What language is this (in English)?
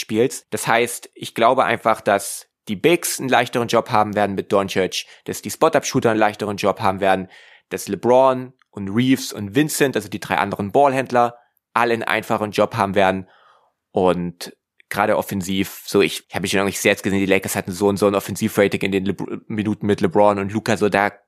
German